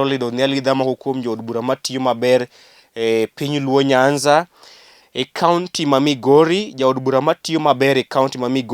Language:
Luo (Kenya and Tanzania)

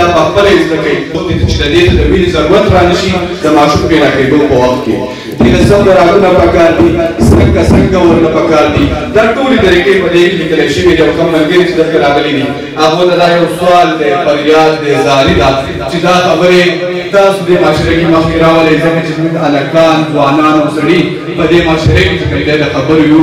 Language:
Pashto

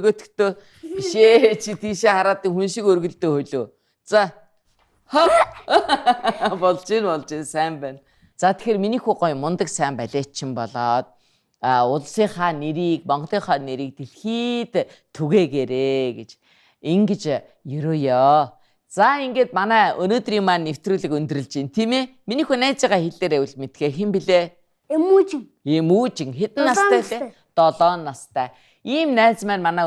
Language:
Mongolian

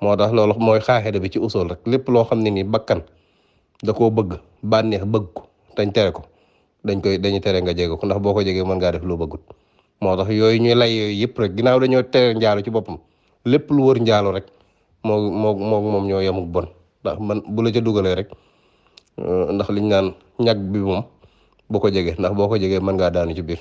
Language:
Wolof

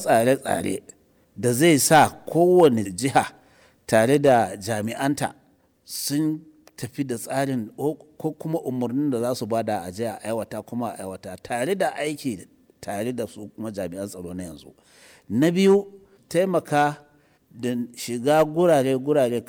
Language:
Hausa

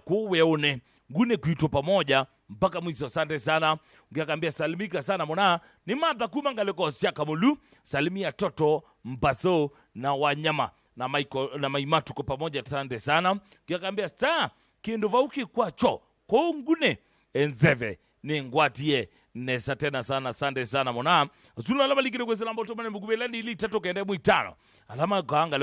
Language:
Kamba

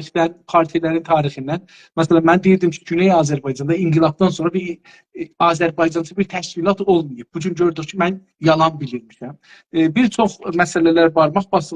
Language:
South Azerbaijani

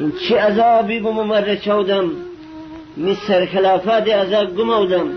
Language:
Gilaki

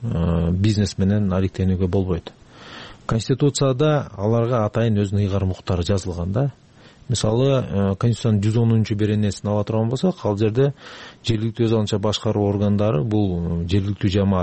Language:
Kyrgyz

